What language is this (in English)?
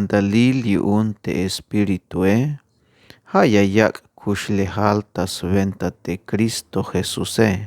Tzeltal